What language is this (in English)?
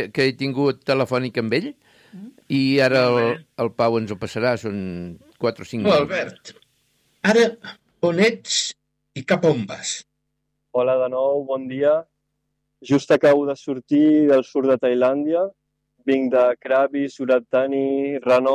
Catalan